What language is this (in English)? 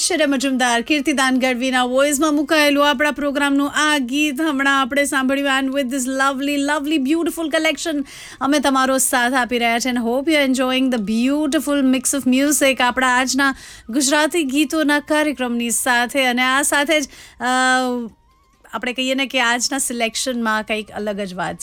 Gujarati